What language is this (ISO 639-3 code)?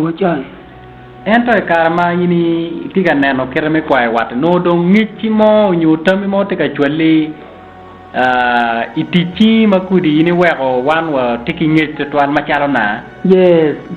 ach